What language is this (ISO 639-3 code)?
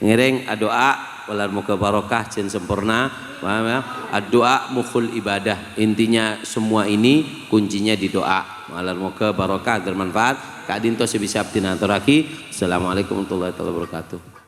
mad